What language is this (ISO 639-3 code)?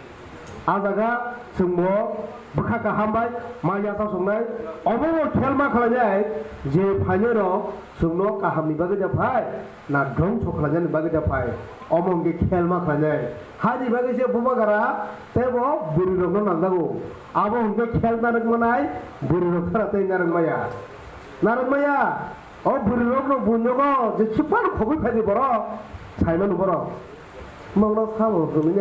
trp